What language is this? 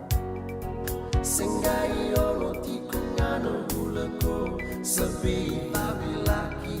Fijian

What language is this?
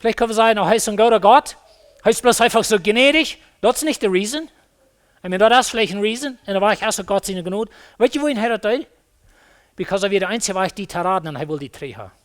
Plautdietsch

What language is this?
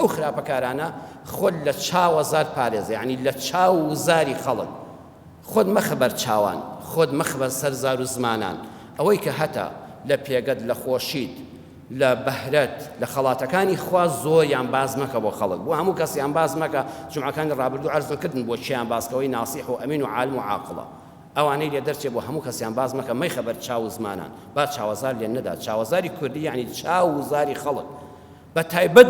Central Kurdish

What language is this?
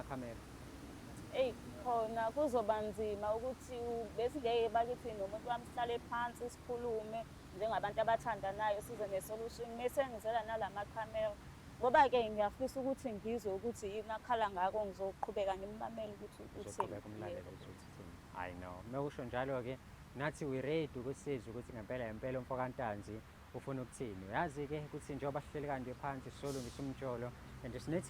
Zulu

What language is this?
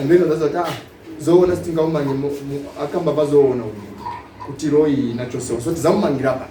Nyanja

